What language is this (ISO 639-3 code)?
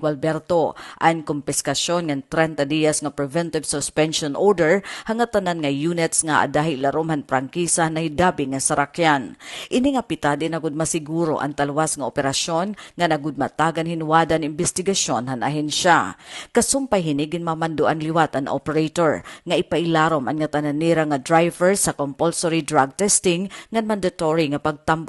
war